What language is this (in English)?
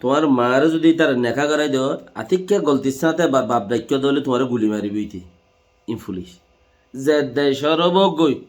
Rohingya